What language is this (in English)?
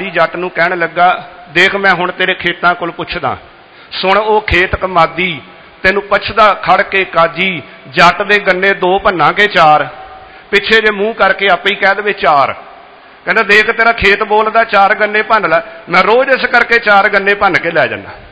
Punjabi